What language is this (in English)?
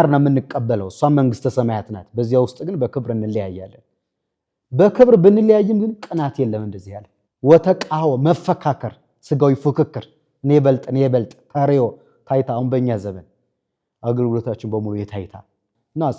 Amharic